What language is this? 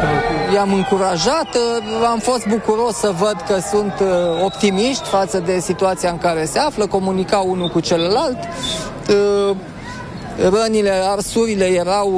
Romanian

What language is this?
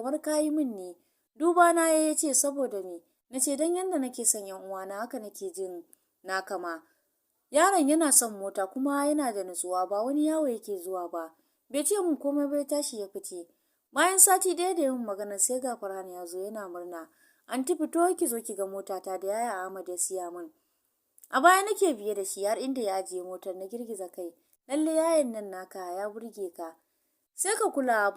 Hausa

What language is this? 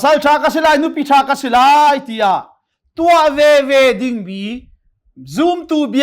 Hakha Chin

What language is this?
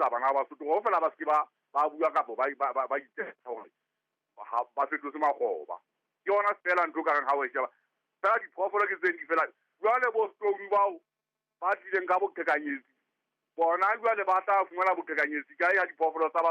Southern Sotho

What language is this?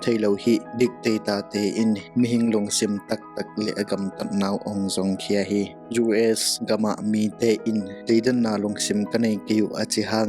Tedim Chin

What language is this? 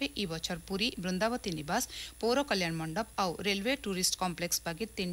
Odia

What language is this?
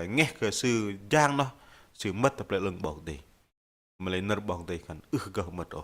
Bahnar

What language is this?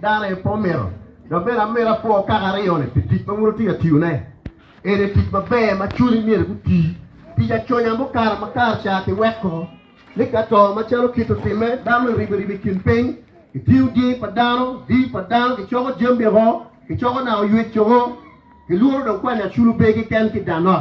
Acoli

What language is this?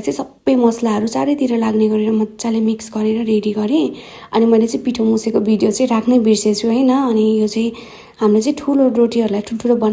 Nepali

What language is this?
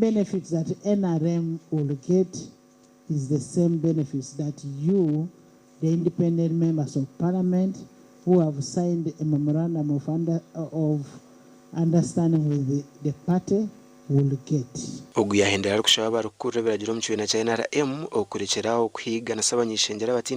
Nyankole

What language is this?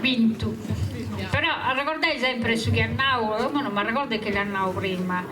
Sardinian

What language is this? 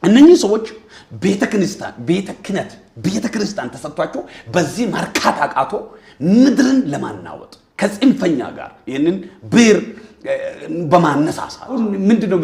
Amharic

